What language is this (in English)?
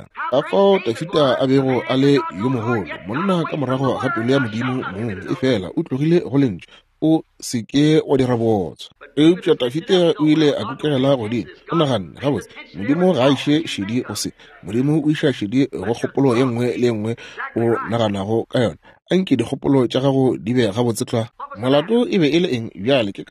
Northern Sotho